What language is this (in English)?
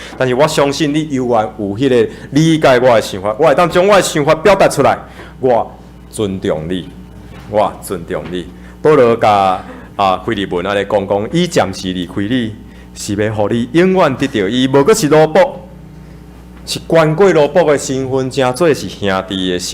Min Nan Chinese